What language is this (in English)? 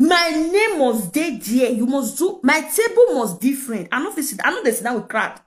Nigerian Pidgin